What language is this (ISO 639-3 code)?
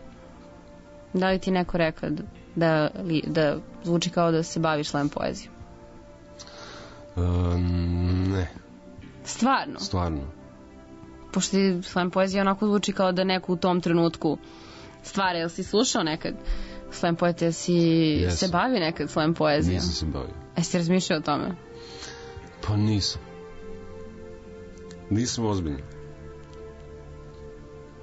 srp